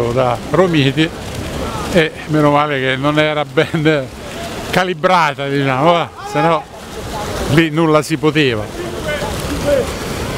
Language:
Italian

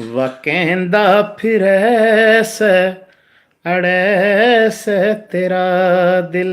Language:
Haryanvi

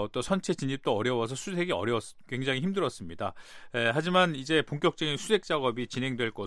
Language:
Korean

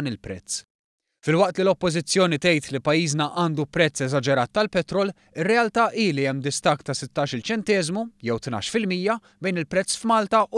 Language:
Maltese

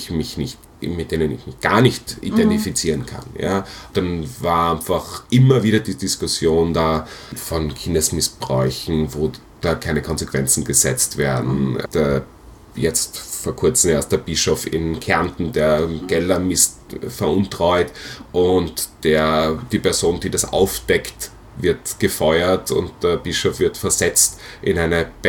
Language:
German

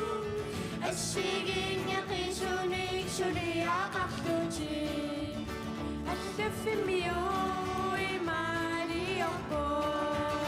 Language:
Kalaallisut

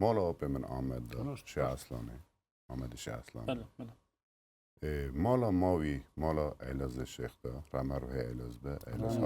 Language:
Kurdish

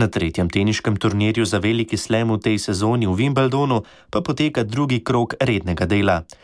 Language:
Slovenian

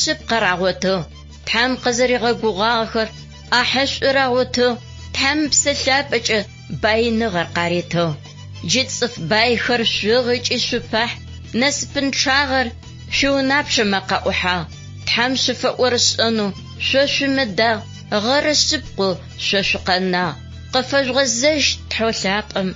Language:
Adyghe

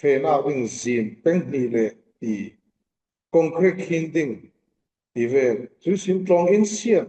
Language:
Falam Chin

